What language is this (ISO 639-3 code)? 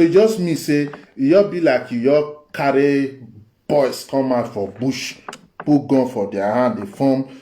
pcm